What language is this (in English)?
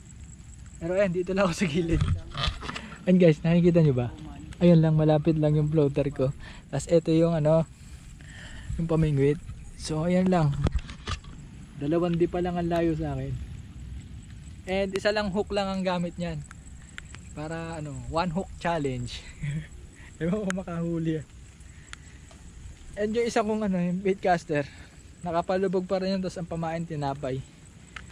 Filipino